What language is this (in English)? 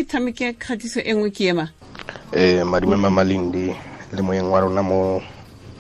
Tswana